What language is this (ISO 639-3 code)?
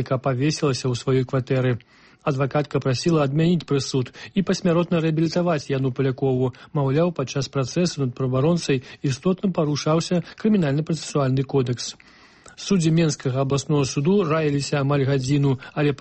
bel